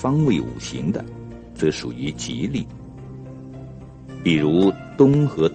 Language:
Chinese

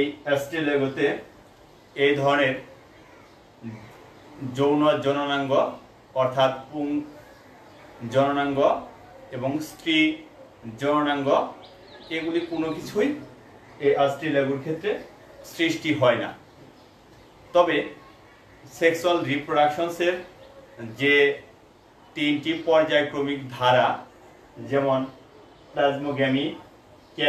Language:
Bangla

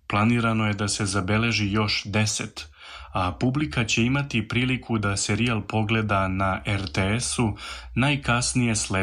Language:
Serbian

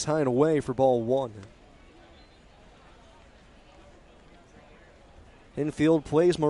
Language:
English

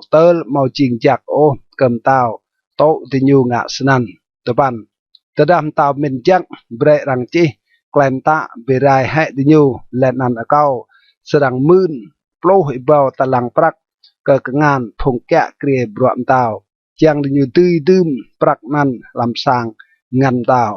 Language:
Rade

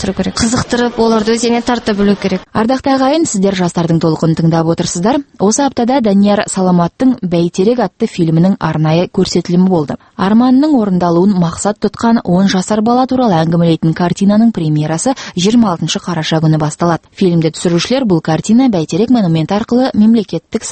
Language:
Kazakh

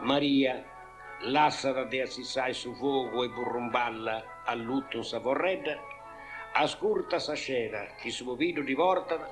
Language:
Sardinian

